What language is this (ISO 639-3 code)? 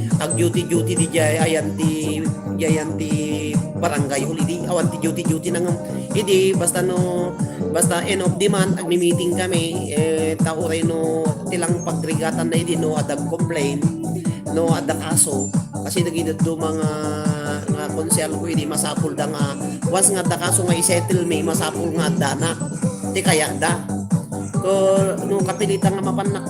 ilo